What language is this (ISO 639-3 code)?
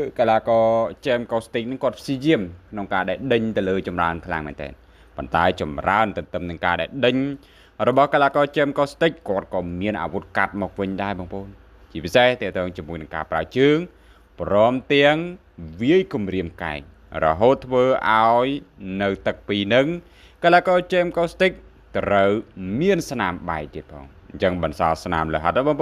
khm